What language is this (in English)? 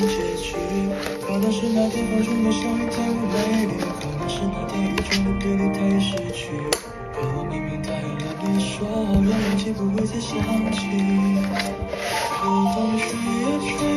Chinese